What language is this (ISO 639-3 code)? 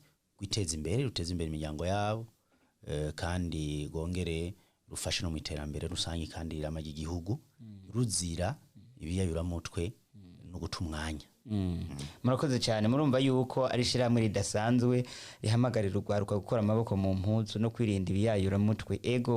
run